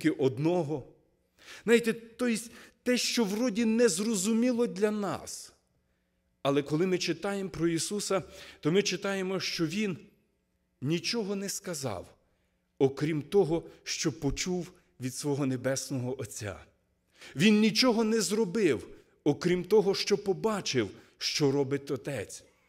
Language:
Ukrainian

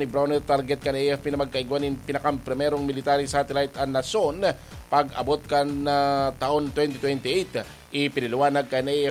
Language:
Bikol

